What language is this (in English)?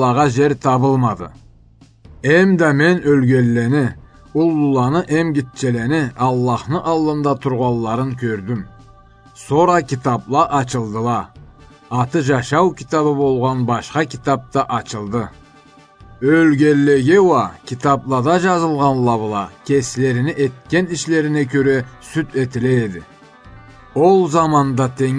Karachay-Balkar